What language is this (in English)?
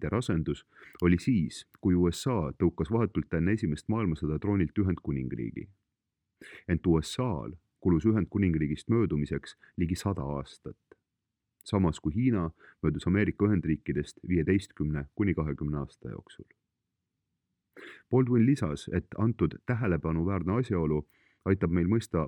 Estonian